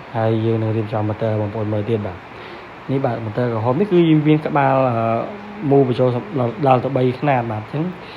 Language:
Khmer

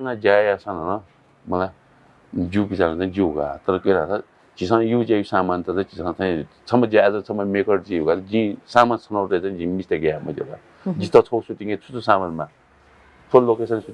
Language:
Newari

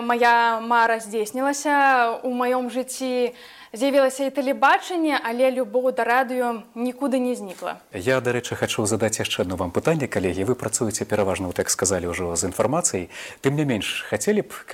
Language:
Belarusian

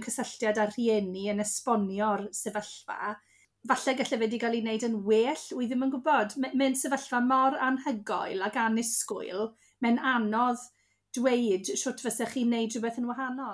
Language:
Welsh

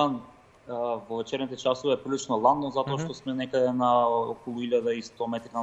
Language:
Macedonian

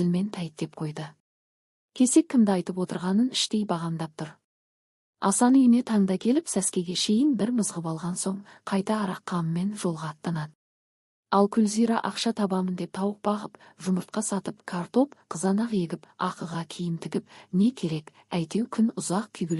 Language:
Kazakh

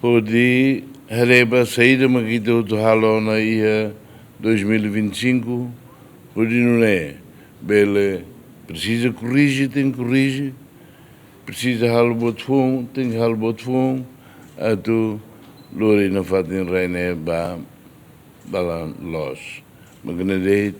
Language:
Tetum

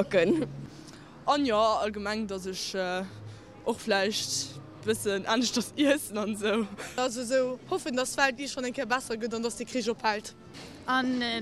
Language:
Luxembourgish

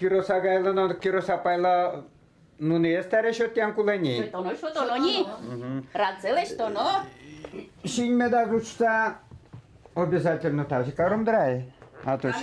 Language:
Udmurt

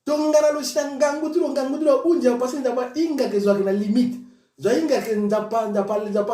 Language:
Sango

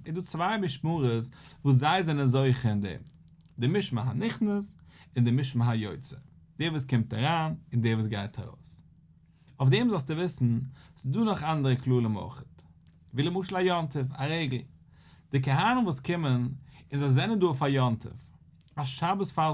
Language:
Yiddish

